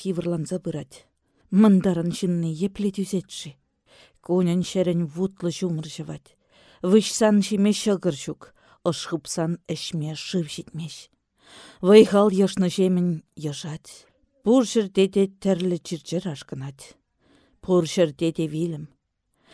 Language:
Chuvash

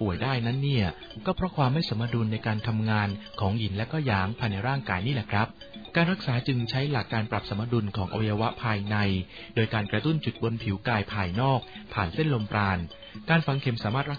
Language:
Thai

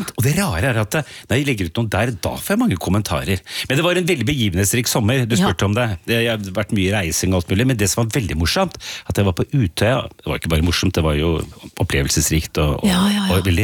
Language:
Norwegian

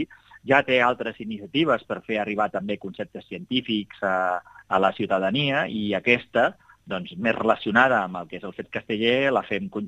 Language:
Catalan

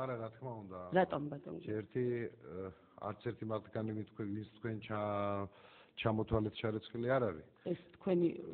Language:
Georgian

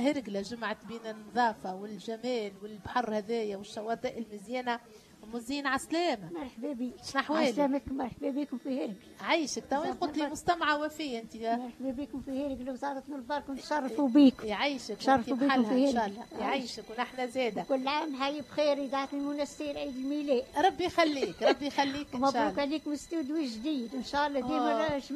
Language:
Tunisian Arabic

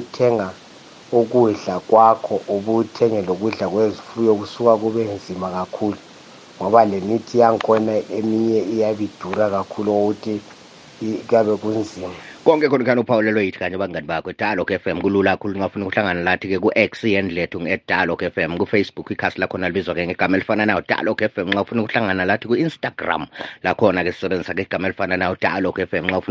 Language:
North Ndebele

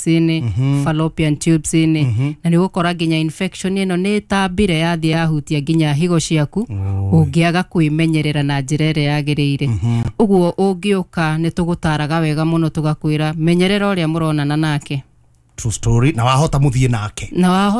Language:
Kikuyu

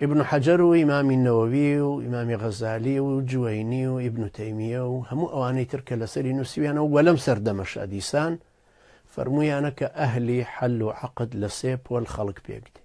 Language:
Central Kurdish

